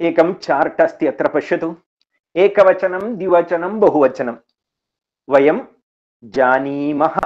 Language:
Sanskrit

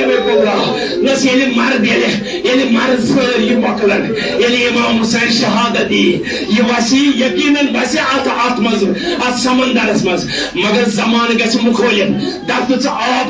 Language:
Kashmiri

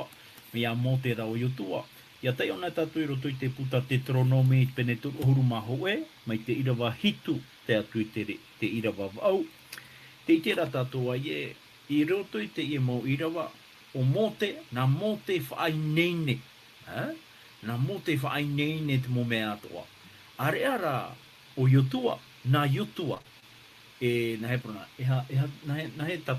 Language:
Tahitian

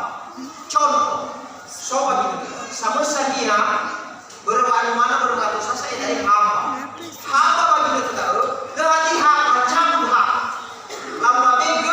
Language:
Nias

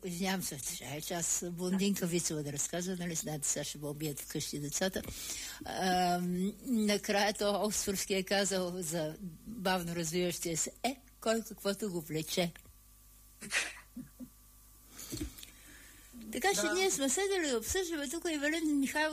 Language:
Bulgarian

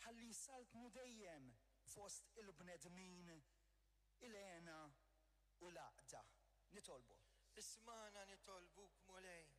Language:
Maltese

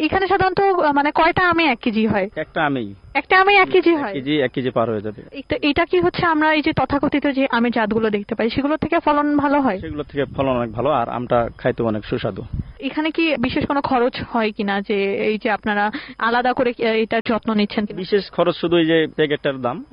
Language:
Bangla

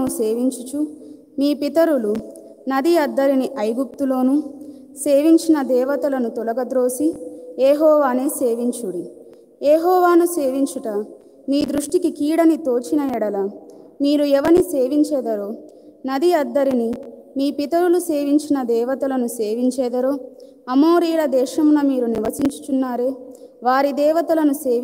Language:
Telugu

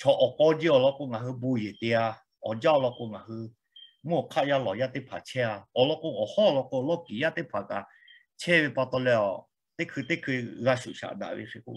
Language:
Lahu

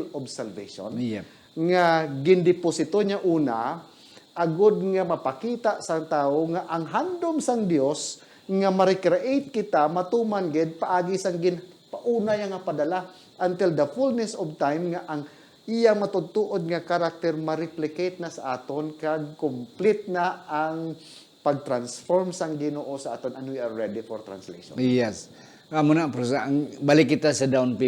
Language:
Hiligaynon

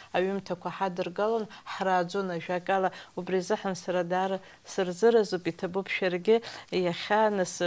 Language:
Abkhazian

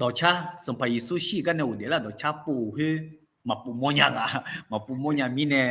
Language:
Akha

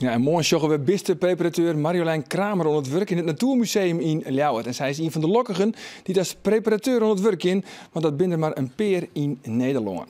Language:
Western Frisian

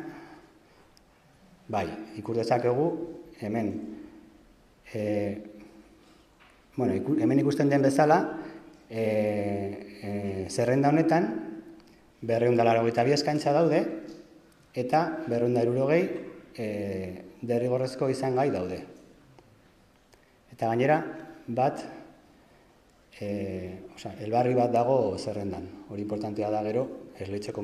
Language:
Basque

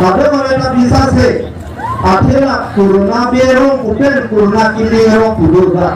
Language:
Karbi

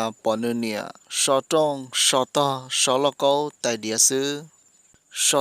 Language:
Hmong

